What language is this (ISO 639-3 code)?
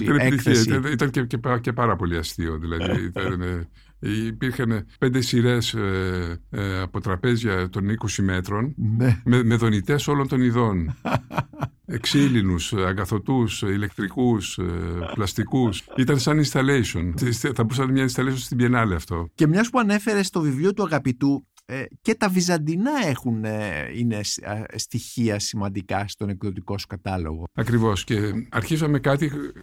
ell